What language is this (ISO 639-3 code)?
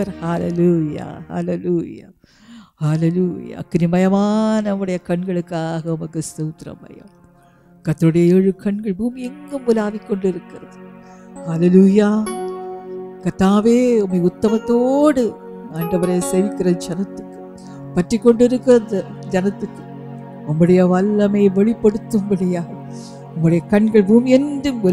tam